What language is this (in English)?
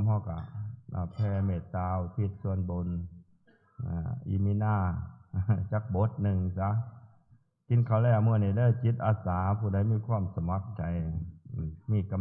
Northeastern Thai